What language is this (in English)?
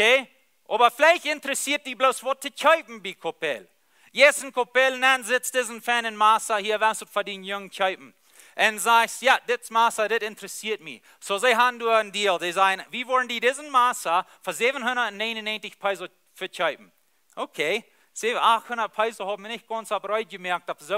Plautdietsch